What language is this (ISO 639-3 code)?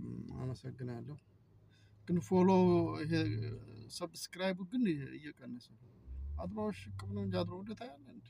amh